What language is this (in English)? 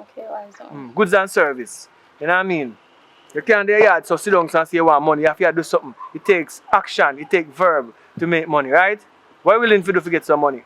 Jamaican Creole English